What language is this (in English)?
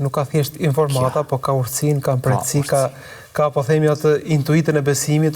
Albanian